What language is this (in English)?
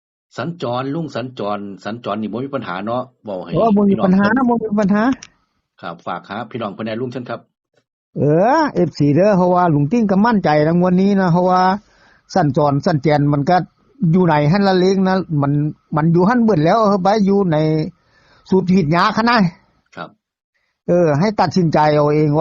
Northeastern Thai